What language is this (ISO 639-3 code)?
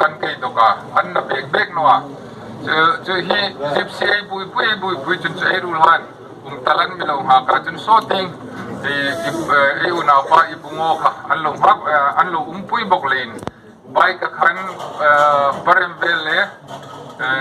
hmr